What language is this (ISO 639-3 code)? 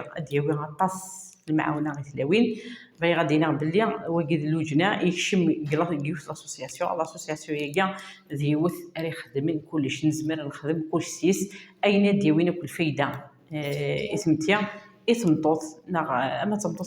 kab